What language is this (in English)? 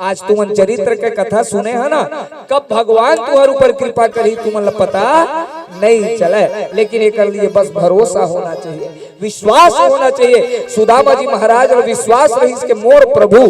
Chhattisgarhi